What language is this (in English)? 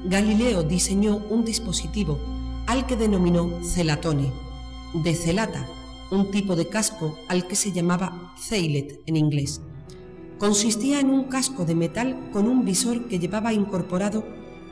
Spanish